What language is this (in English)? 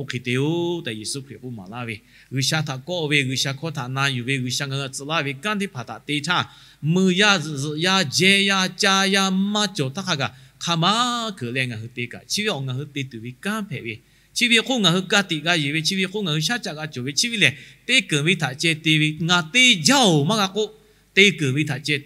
Lahu